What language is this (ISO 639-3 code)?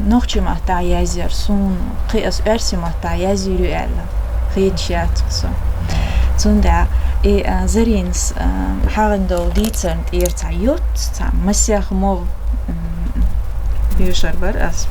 che